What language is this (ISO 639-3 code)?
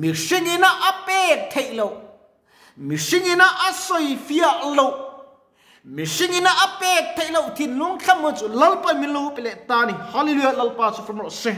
lus